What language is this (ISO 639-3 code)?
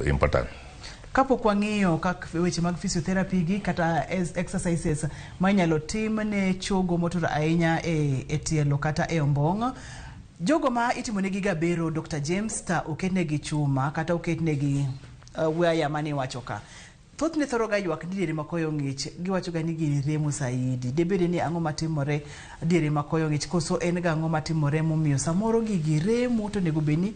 luo